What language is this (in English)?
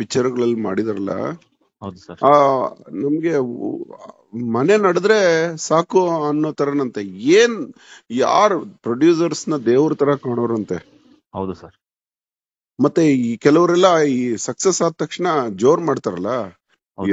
Kannada